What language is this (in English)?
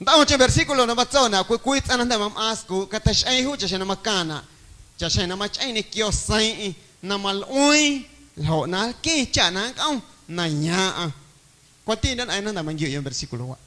Guerrero Amuzgo